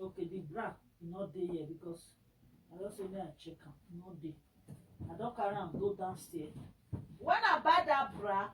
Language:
Nigerian Pidgin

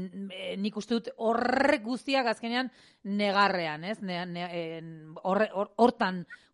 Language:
Basque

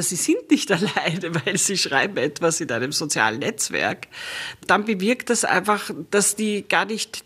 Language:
German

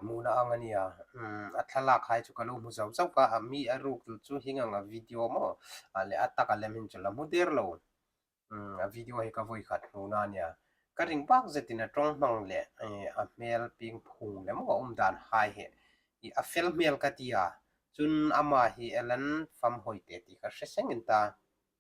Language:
Hmar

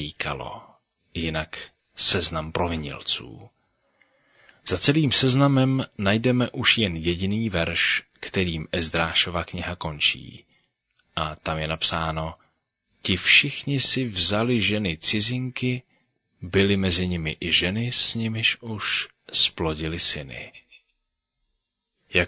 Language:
Czech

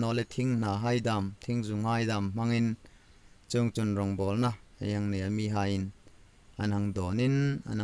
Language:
Hmar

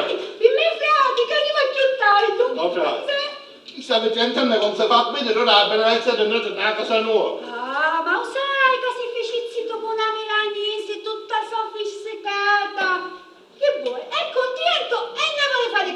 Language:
Sicilian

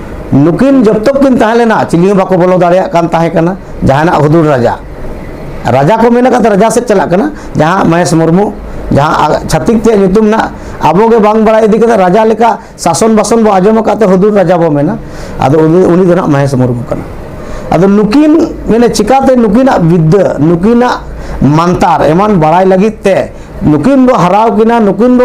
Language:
Santali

